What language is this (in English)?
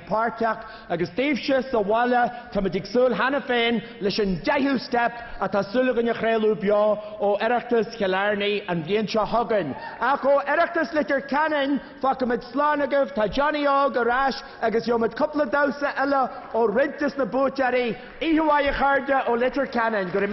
Irish